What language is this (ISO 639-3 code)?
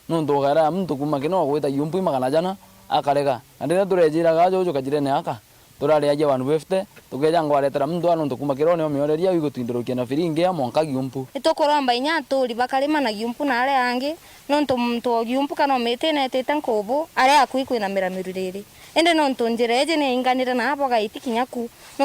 mer